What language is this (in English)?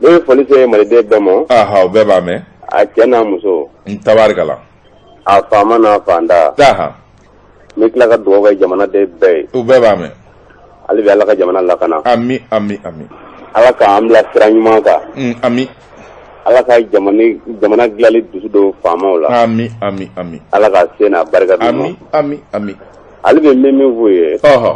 Bambara